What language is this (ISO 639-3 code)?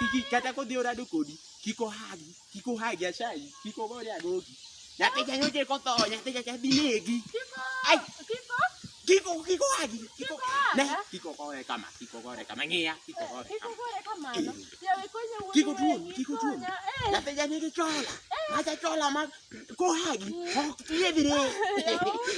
luo